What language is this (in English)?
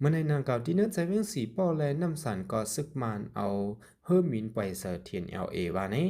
Shan